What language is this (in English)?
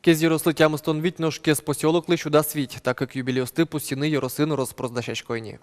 Udmurt